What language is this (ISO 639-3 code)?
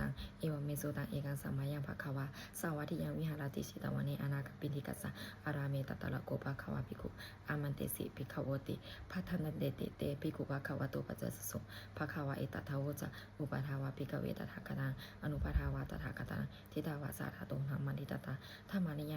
pli